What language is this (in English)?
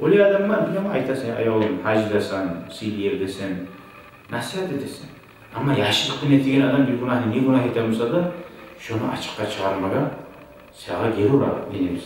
Kumyk